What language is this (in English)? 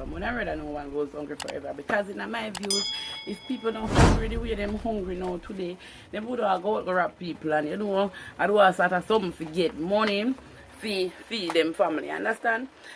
Jamaican Creole English